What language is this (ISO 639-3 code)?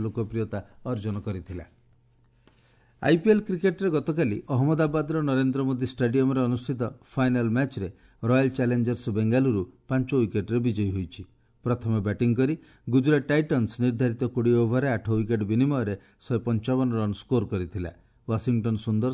ori